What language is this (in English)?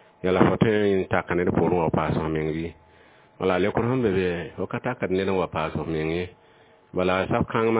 Mossi